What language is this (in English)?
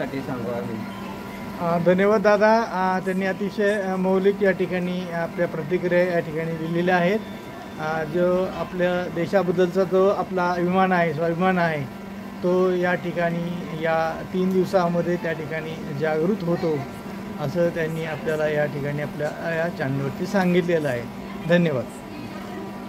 Marathi